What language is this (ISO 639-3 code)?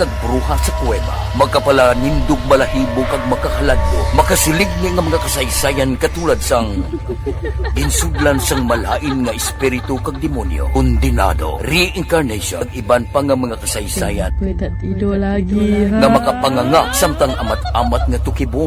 hil